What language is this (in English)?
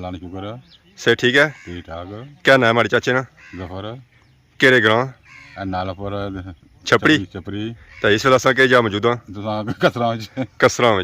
Pahari-Potwari